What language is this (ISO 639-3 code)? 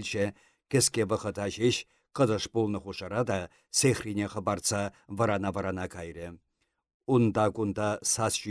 chv